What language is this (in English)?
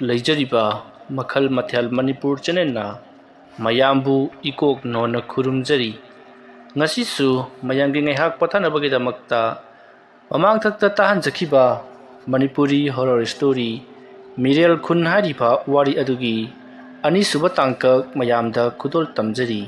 Manipuri